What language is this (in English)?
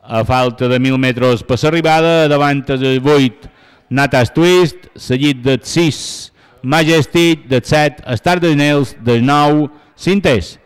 Catalan